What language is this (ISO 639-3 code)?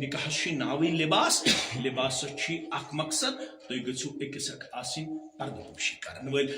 kas